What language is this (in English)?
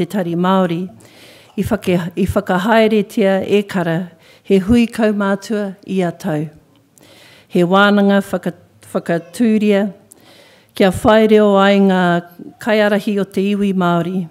Māori